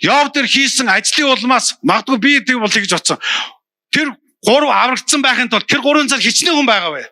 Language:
Mongolian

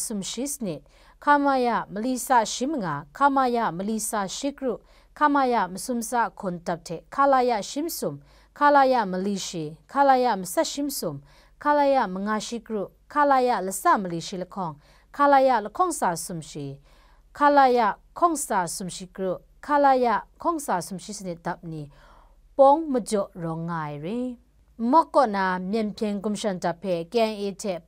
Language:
Kachin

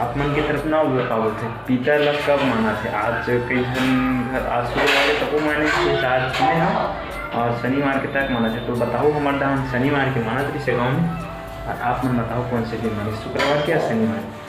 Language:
Chhattisgarhi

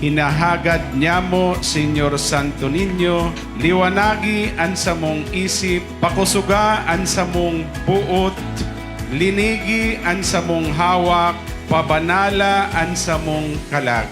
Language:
Bikol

